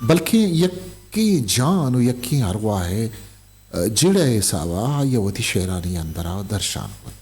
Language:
Eastern Balochi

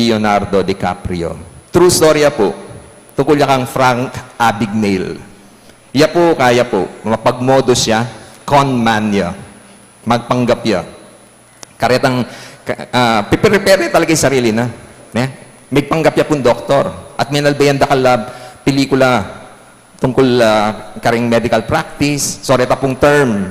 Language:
Pampanga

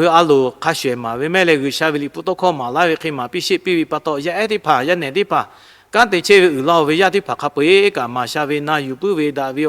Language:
Lahu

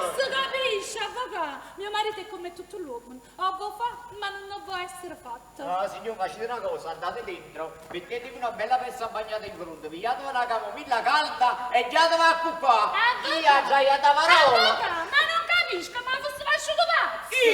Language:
Neapolitan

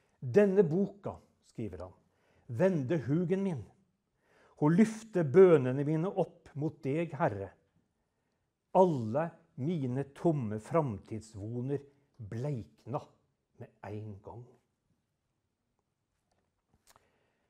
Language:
Norwegian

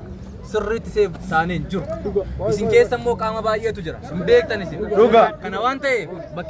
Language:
Oromo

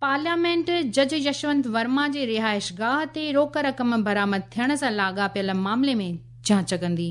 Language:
Sindhi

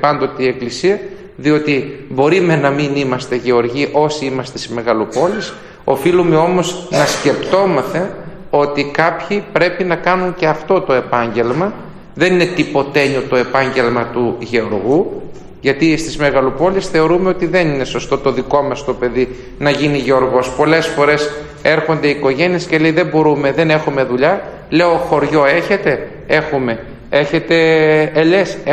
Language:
Greek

